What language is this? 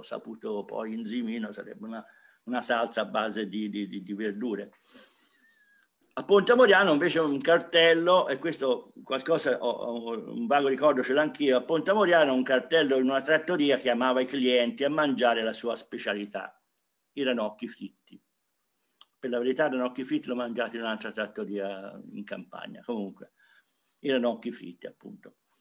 Italian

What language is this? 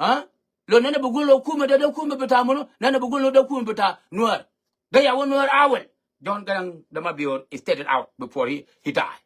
Nuer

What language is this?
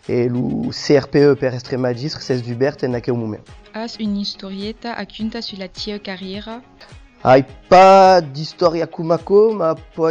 Occitan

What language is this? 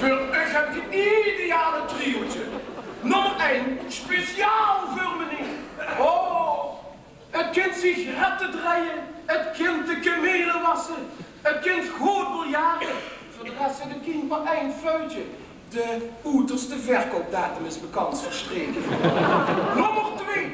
Limburgish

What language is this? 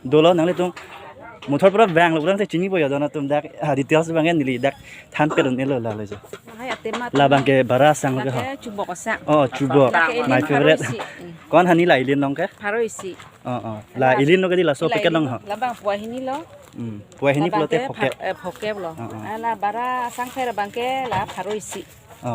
Karbi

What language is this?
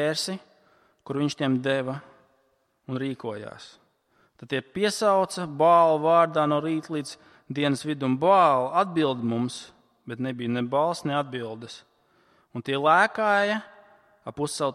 Latvian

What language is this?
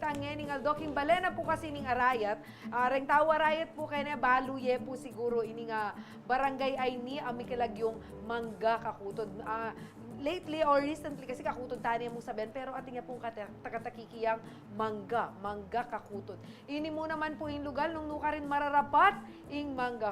Pampanga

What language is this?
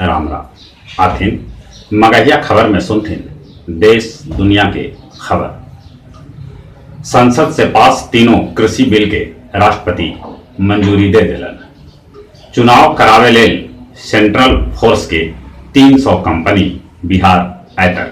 Magahi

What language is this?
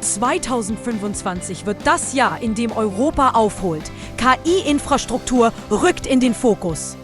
Swiss German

